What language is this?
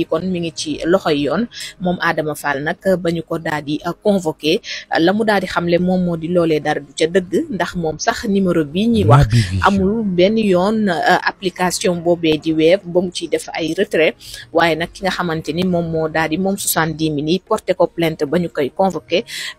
Wolof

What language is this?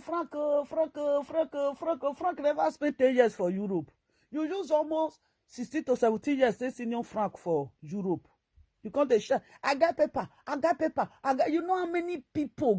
Nigerian Pidgin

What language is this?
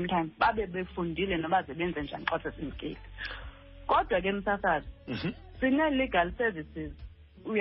Xhosa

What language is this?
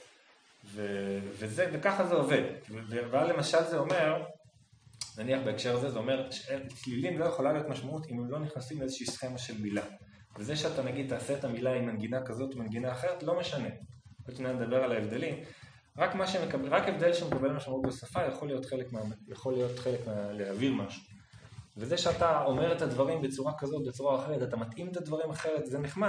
Hebrew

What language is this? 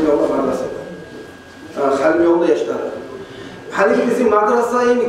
Kumyk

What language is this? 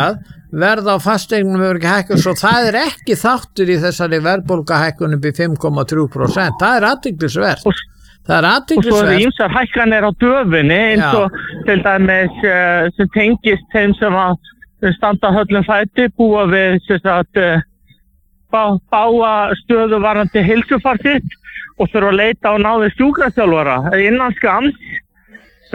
Icelandic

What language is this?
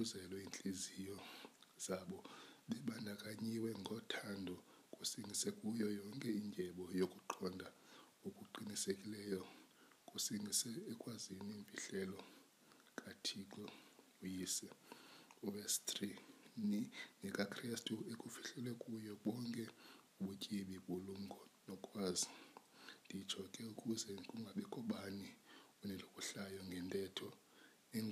Xhosa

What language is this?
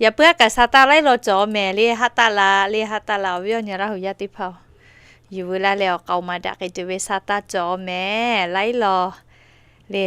Lahu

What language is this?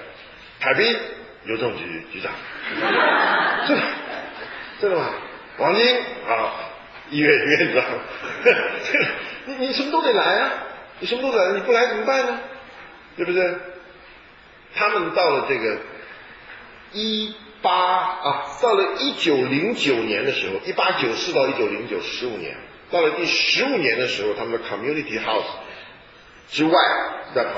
Chinese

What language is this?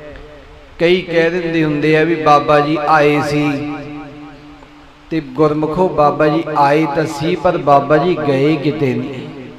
Punjabi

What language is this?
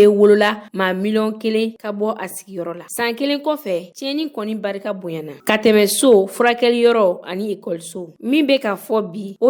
Bambara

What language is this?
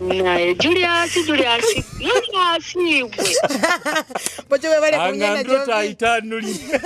Nyoro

